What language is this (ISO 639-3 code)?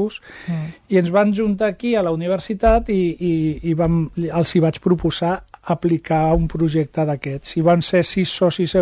cat